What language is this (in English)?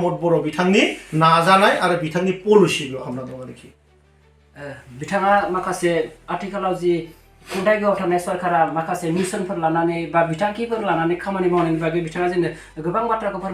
Bodo